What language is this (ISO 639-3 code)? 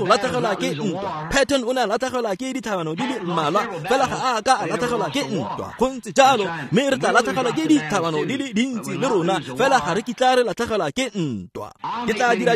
tsn